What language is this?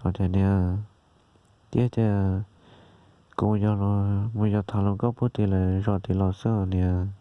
Hmong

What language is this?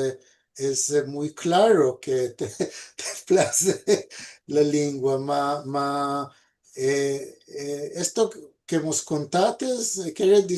Ladino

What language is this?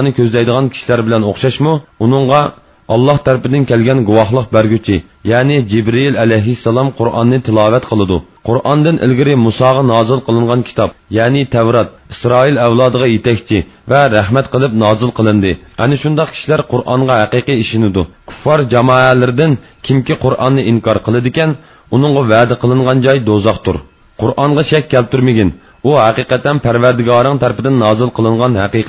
Uyghur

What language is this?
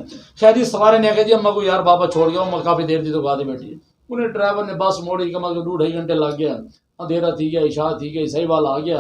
Saraiki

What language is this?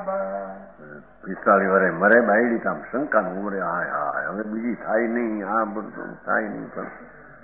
Gujarati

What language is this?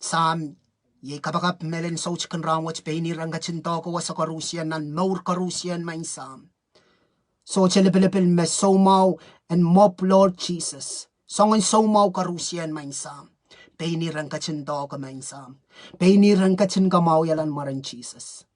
Pohnpeian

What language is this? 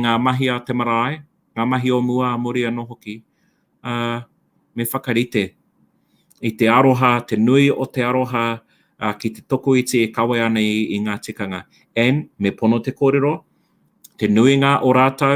Māori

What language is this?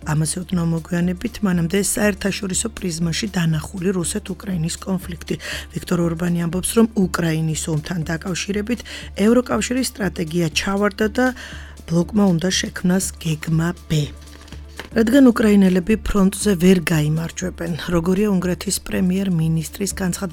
Georgian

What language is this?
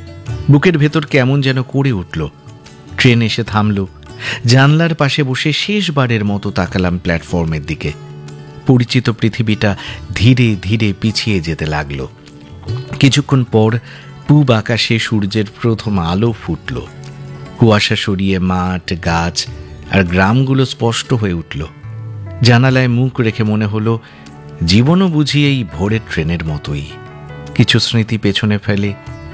Bangla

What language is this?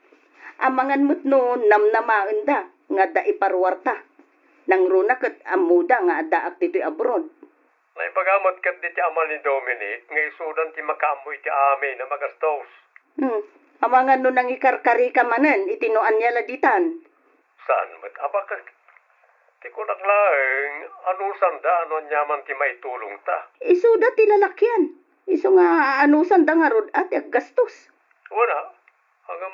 Iloko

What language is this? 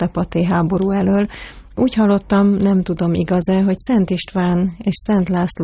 Hungarian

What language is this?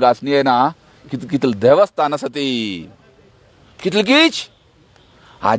Konkani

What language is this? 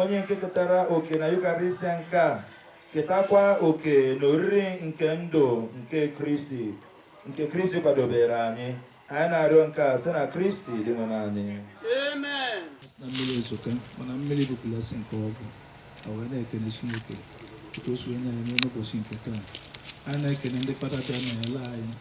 Igbo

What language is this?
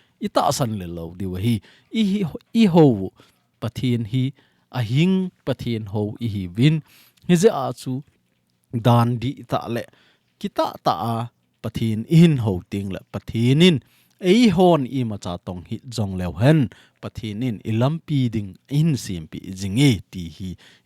Thado Chin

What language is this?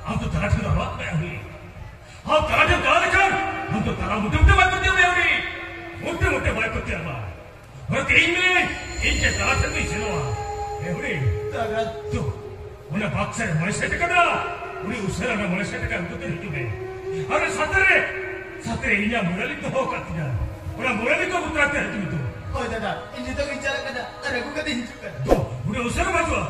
Santali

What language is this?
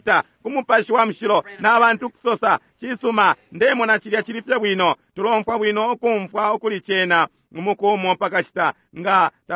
Bemba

